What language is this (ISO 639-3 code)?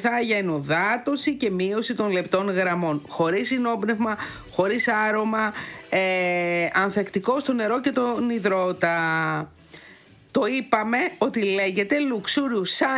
ell